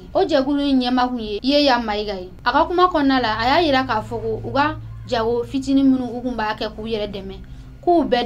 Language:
Bambara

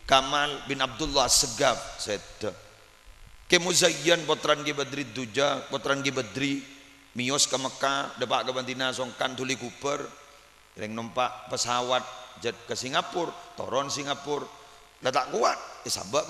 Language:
Madurese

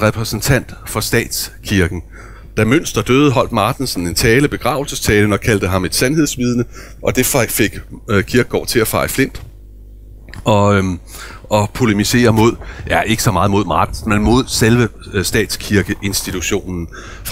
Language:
Danish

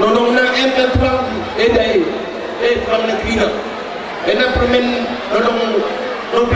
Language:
Batak Karo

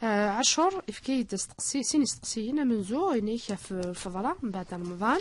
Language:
Kabyle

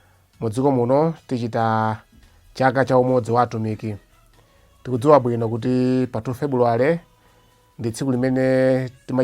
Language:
Nyanja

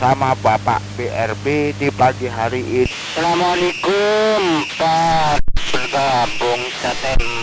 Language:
Madurese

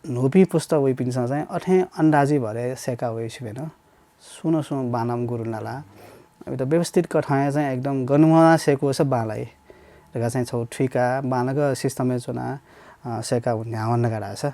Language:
Newari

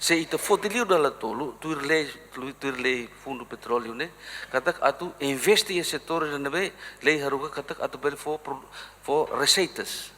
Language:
Tetum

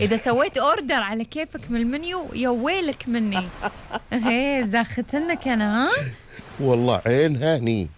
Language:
Gulf Arabic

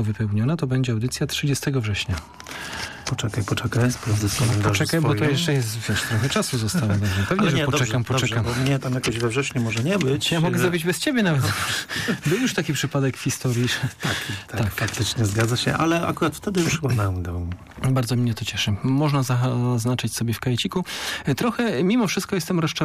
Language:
Polish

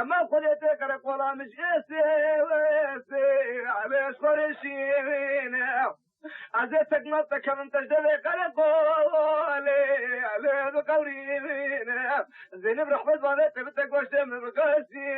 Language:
Kurdish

